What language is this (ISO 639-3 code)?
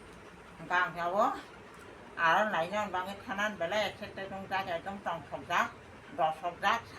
trp